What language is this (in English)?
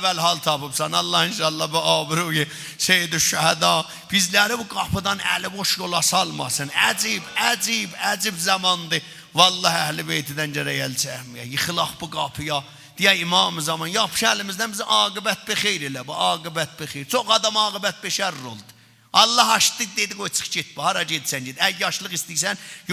South Azerbaijani